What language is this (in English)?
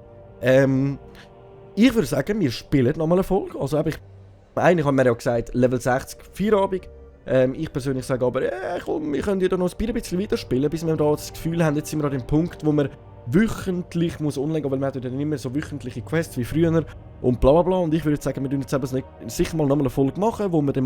Swiss German